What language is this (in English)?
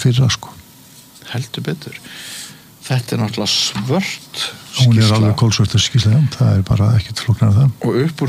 Icelandic